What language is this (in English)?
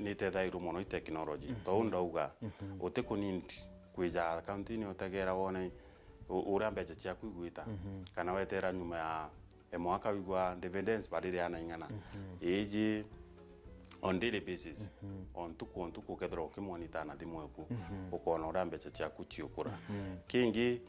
Meru